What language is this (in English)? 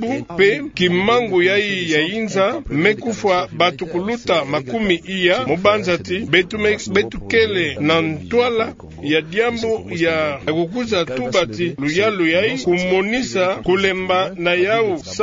Kituba (Democratic Republic of Congo)